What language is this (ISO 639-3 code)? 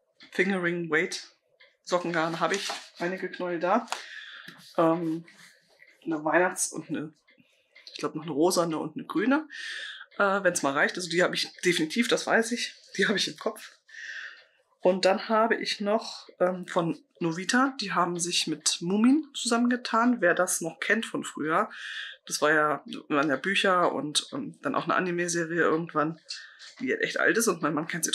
deu